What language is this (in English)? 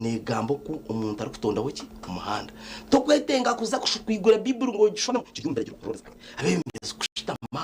Nyankole